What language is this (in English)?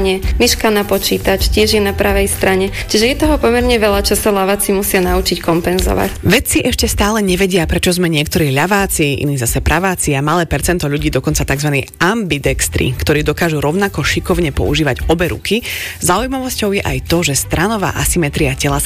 Slovak